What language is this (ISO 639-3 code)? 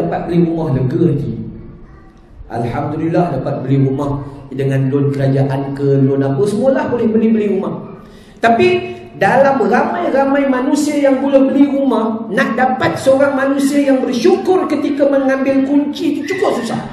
msa